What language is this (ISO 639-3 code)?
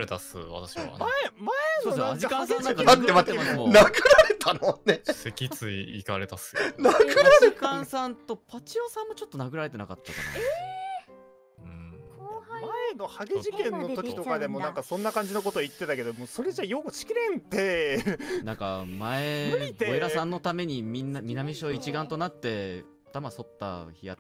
jpn